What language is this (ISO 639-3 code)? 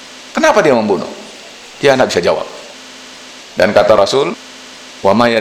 ind